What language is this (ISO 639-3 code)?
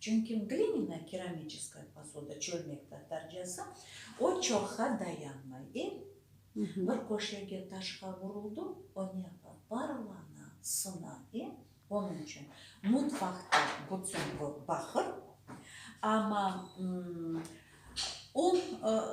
crh